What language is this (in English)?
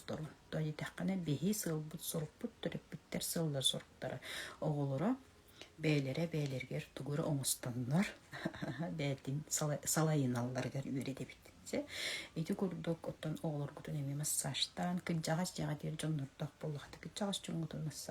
Yakut